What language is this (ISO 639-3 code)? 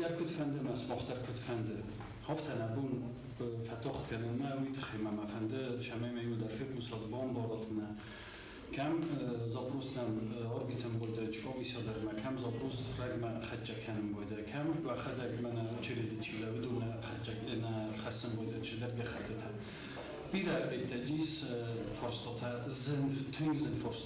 oss